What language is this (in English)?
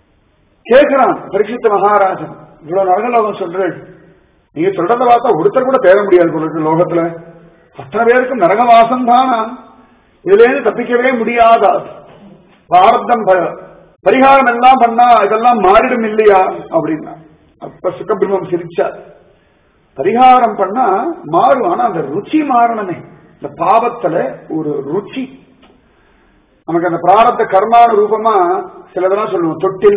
Tamil